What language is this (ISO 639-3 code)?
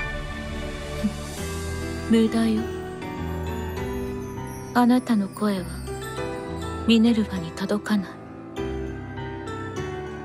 jpn